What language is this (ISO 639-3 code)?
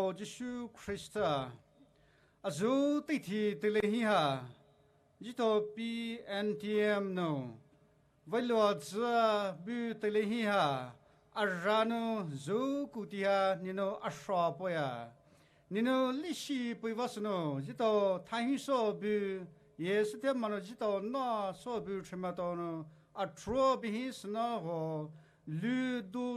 pmx